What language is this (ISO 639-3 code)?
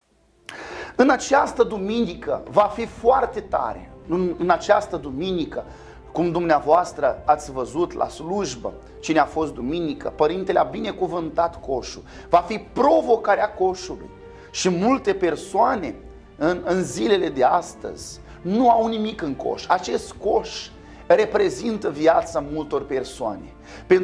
ron